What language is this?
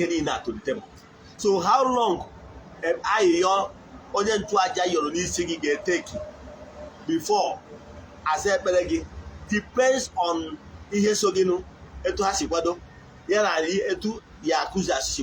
Igbo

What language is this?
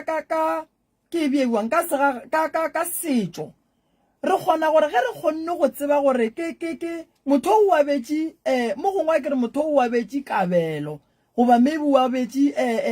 Northern Sotho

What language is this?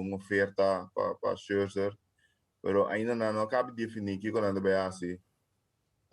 Papiamento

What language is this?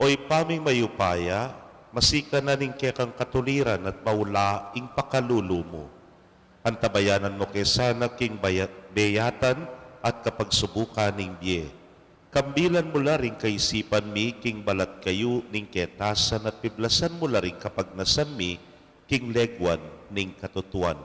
Pampanga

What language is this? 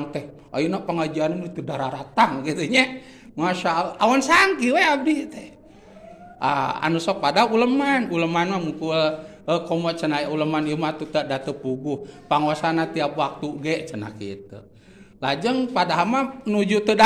Sundanese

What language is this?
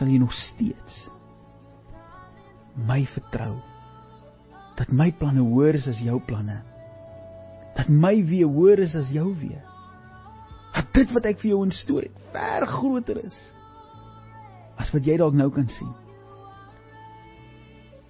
Afrikaans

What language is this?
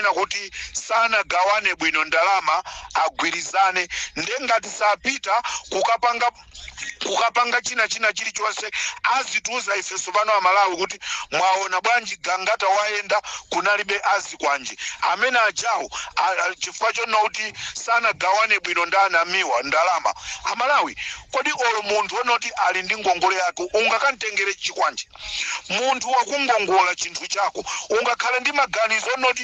Nyanja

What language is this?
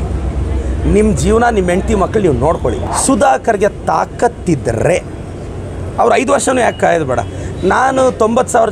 Kannada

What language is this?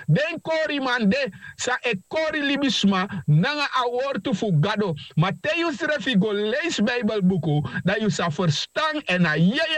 Sranan Tongo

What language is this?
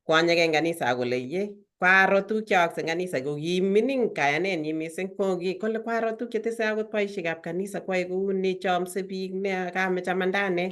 Kalenjin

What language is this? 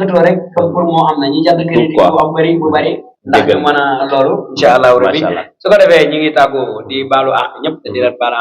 Wolof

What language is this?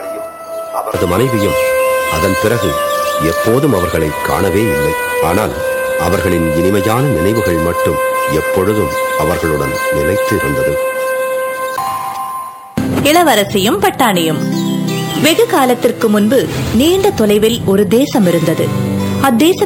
Tamil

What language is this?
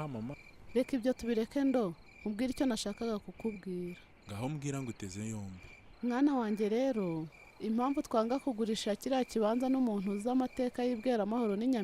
Kinyarwanda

